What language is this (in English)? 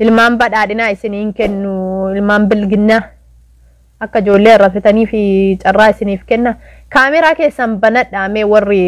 Oromo